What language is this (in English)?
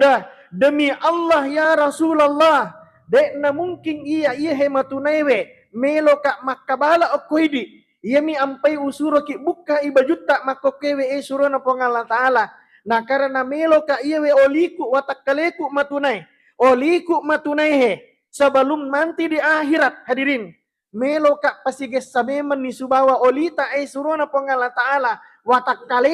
Buginese